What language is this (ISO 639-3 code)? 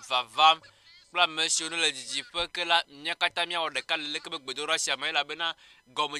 ewe